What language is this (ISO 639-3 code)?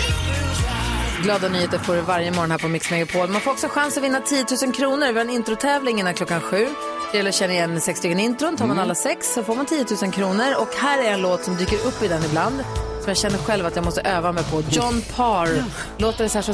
swe